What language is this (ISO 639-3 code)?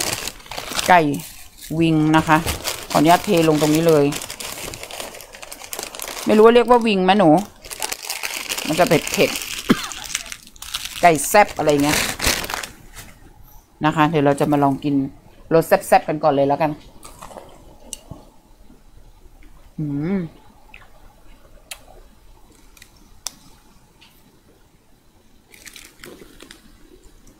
tha